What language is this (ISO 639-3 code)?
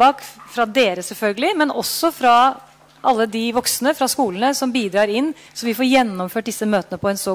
nor